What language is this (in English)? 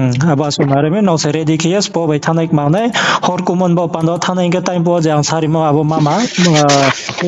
Riang (India)